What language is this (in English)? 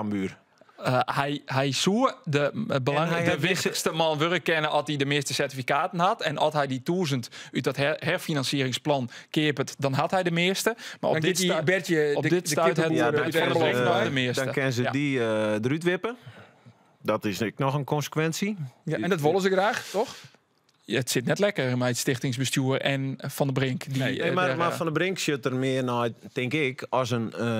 Western Frisian